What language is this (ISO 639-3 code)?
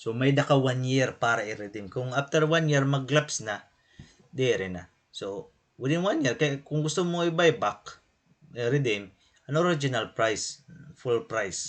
war